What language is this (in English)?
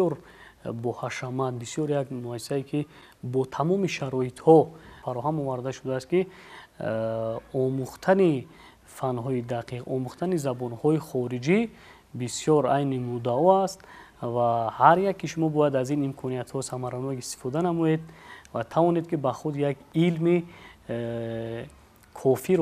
Tajik